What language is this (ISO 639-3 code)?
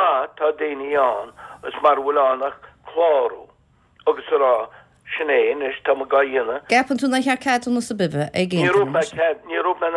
gle